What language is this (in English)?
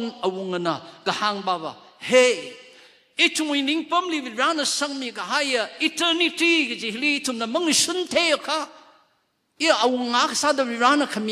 Tangkhul Naga (India)